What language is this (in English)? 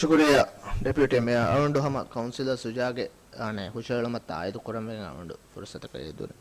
Divehi